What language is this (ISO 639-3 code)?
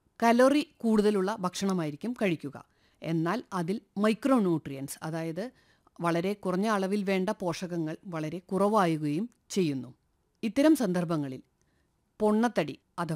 mal